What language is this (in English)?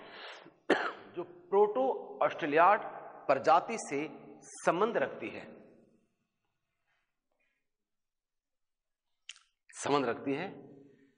Hindi